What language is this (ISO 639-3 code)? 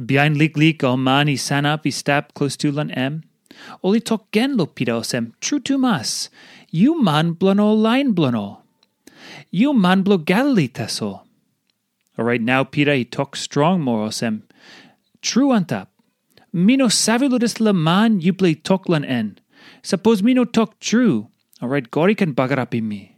tpi